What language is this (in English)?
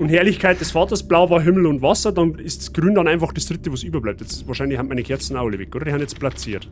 Bavarian